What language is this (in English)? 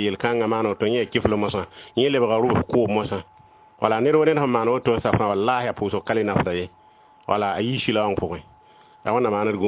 Mossi